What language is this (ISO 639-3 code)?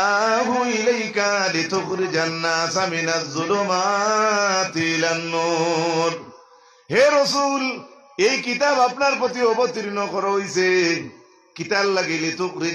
syl